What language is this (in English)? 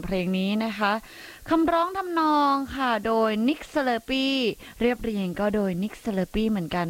Thai